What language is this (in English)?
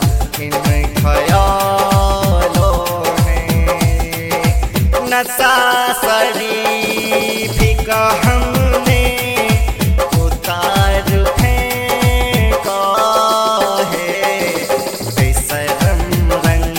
Haryanvi